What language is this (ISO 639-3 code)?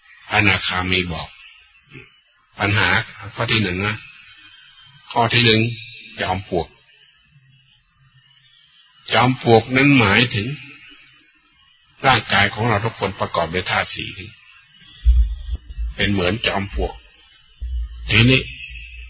tha